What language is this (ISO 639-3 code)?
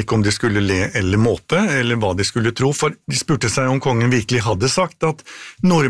nor